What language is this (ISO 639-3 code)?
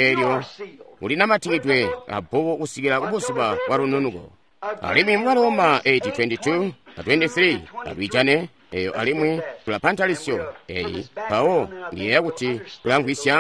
toi